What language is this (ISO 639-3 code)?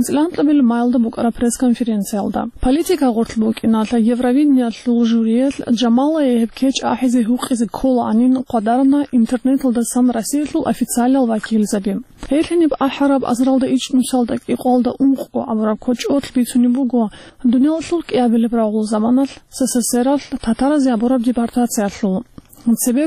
ava